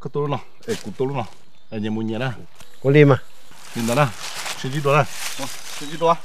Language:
Hmong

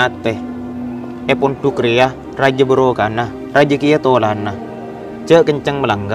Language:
Madurese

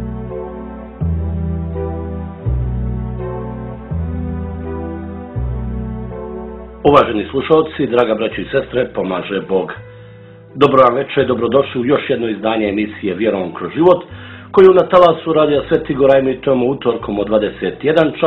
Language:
Serbian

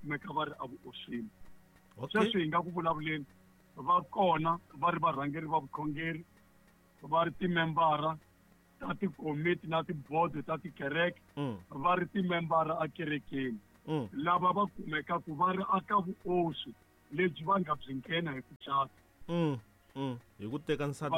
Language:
Tsonga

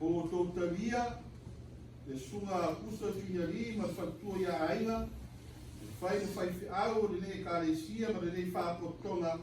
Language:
Samoan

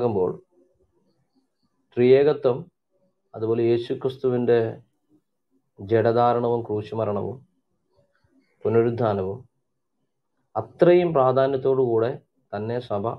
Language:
Malayalam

